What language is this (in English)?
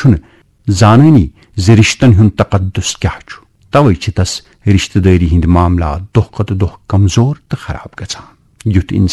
Kashmiri